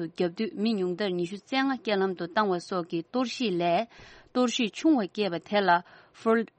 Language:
Tibetan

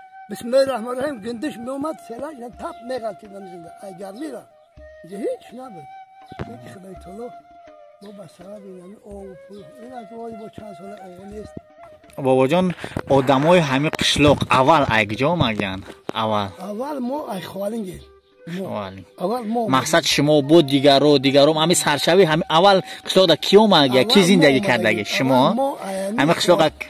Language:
Tajik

